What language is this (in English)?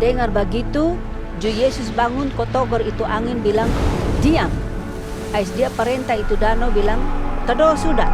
Kupang Malay